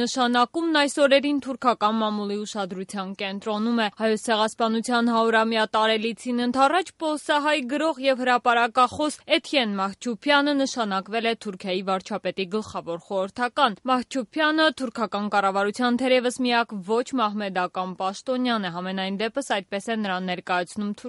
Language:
Armenian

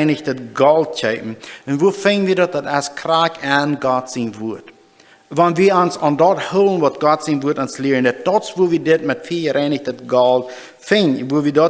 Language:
Plautdietsch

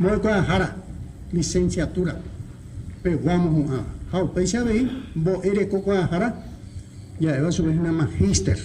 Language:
Guarani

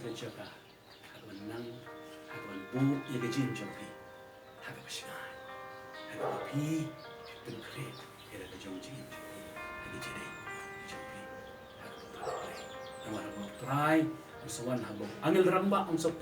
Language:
Khasi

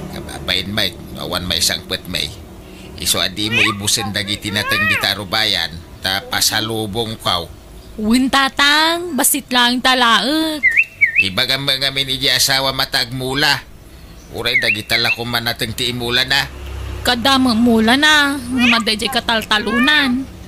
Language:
Iloko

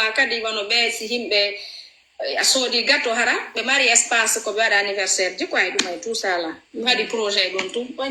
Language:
Fula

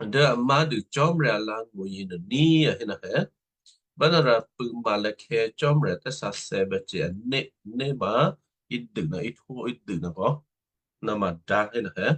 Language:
Western Kayah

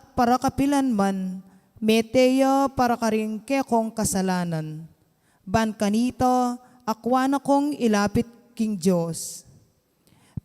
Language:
Pampanga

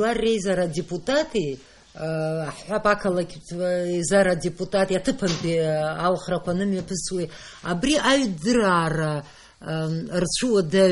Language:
Abkhazian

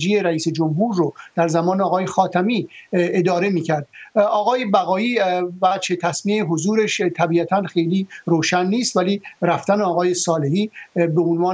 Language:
Persian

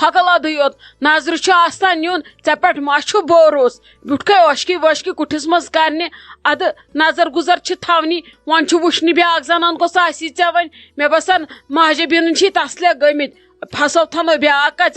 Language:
Kashmiri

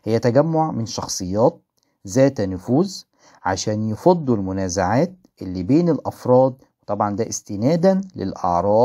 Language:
Egyptian Arabic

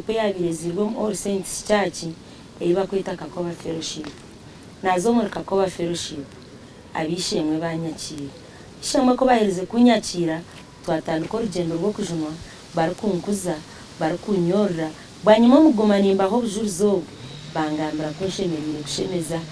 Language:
Nyankole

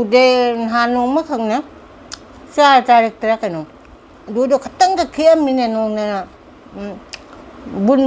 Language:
Manipuri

